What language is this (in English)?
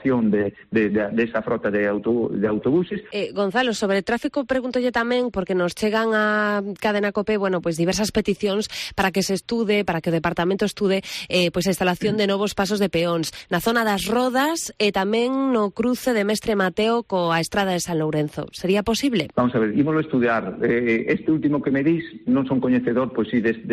Galician